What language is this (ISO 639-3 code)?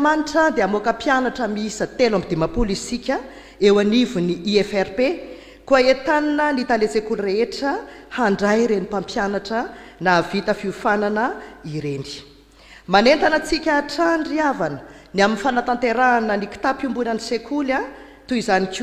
mlg